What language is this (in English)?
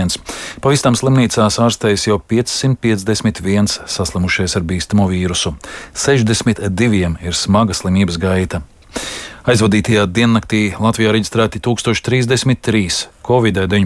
Latvian